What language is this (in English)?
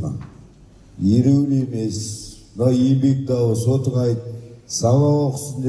Kazakh